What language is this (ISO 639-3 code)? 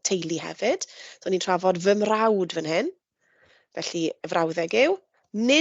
cym